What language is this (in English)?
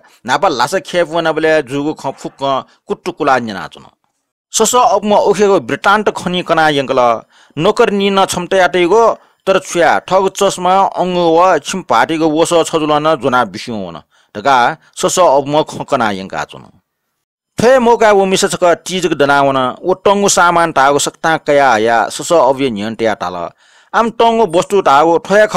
Newari